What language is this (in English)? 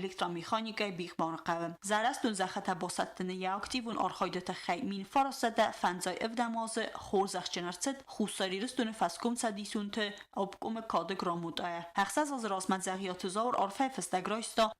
Ossetic